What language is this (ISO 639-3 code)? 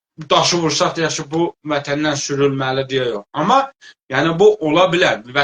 azb